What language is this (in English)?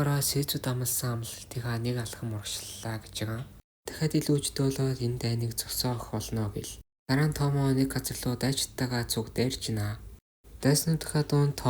Mongolian